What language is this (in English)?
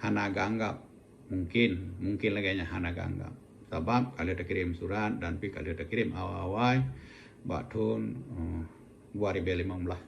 Achinese